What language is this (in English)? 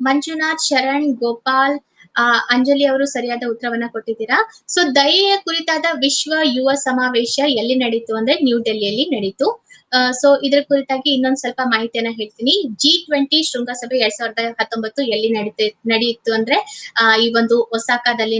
Kannada